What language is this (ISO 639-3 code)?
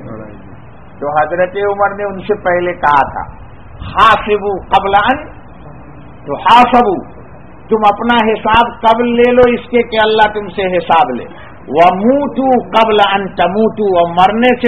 urd